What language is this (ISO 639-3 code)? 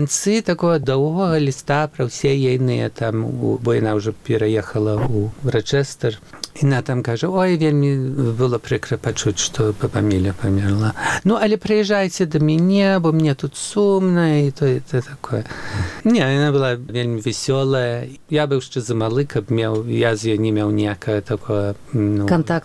bel